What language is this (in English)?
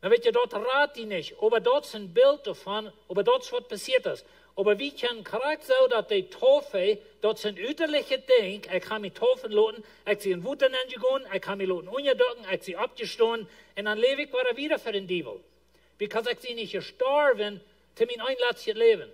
Plautdietsch